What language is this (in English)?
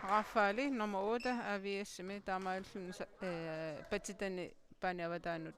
Kalaallisut